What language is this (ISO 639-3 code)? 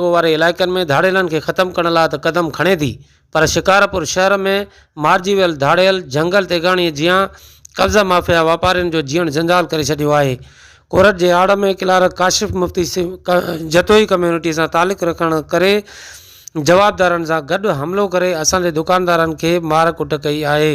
snd